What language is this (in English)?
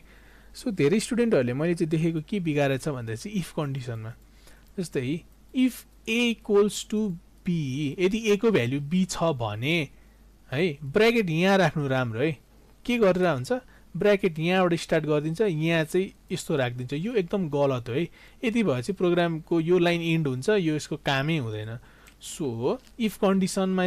Nepali